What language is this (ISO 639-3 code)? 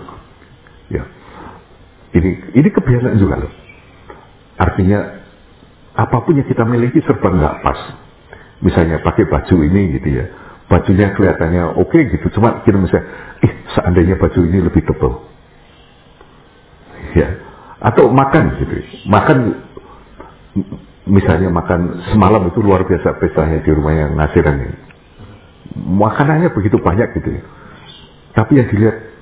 ind